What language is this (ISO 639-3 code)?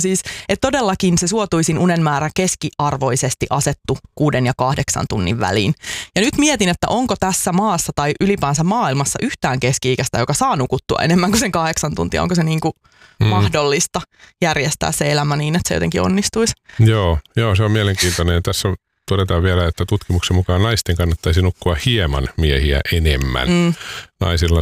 fin